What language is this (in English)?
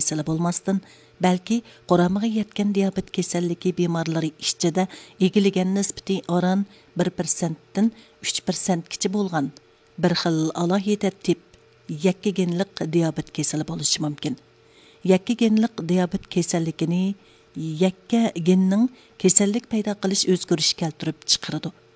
Uyghur